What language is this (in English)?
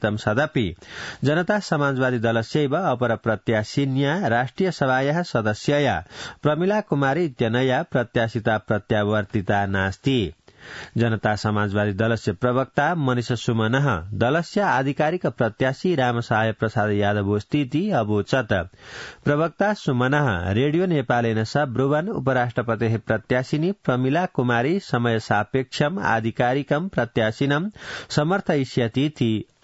Sanskrit